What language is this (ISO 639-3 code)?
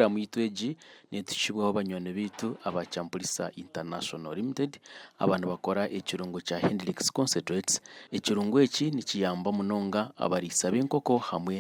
nyn